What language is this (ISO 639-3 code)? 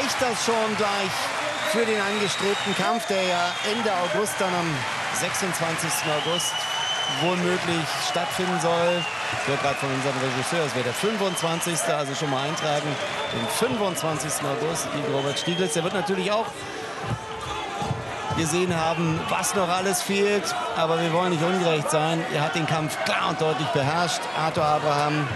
deu